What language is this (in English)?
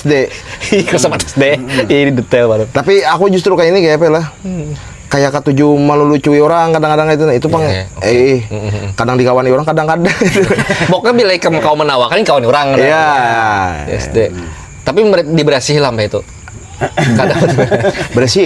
Banjar